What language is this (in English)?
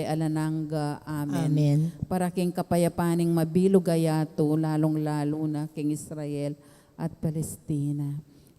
Pampanga